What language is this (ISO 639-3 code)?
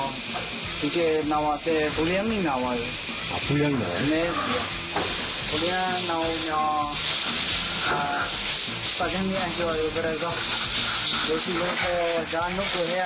kor